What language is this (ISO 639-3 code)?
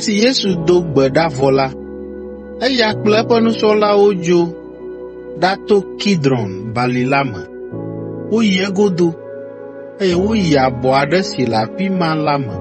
ewe